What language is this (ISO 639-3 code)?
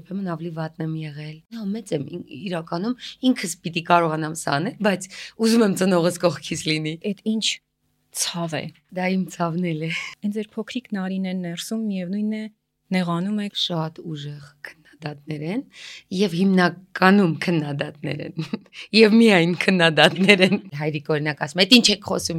hye